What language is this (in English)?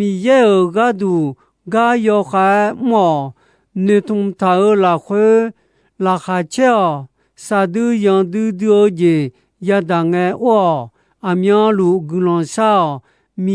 Akha